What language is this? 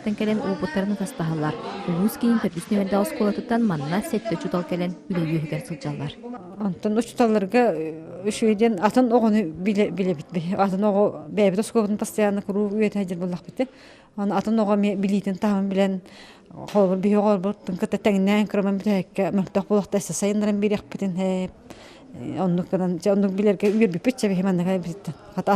Yakut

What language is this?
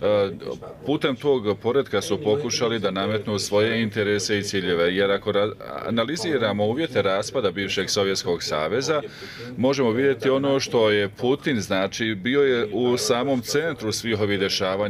Bosnian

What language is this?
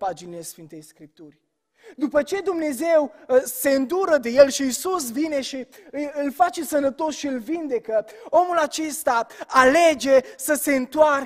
Romanian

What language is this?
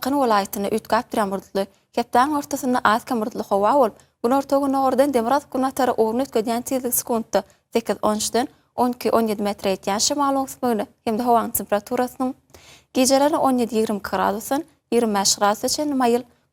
Turkmen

